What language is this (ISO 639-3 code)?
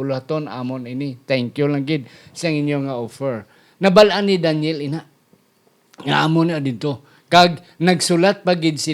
hil